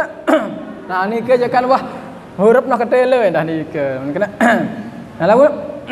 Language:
Sasak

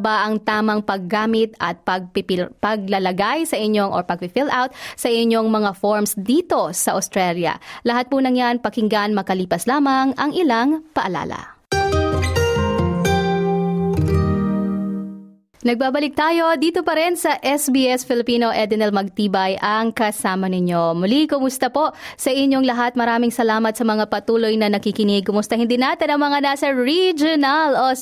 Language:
Filipino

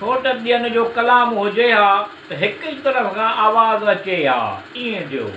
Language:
Sindhi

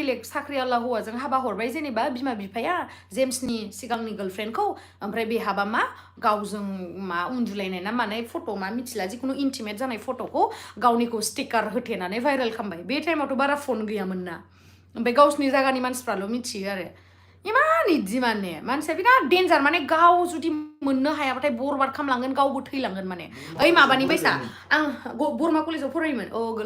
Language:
Bodo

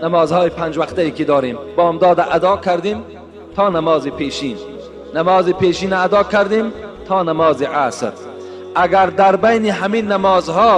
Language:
Tajik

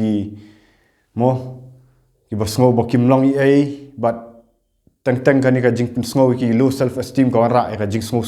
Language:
Khasi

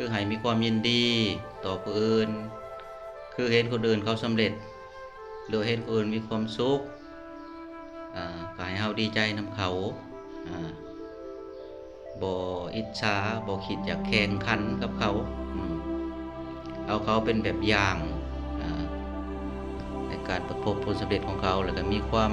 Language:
Lao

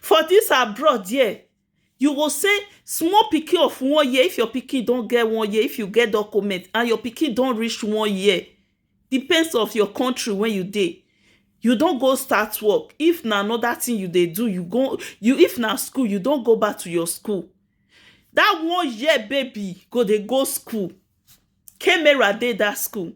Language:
Nigerian Pidgin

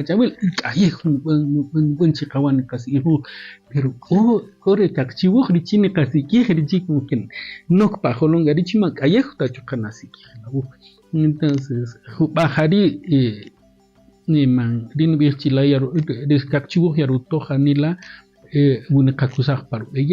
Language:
Kaqchikel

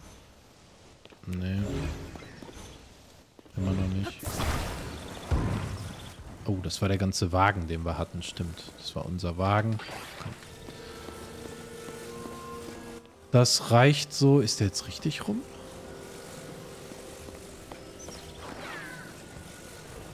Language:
German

